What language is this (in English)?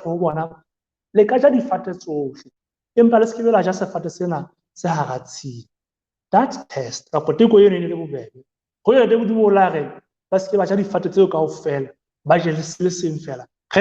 Southern Sotho